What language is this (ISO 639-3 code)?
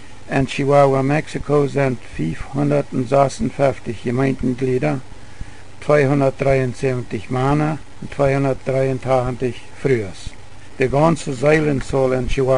pdt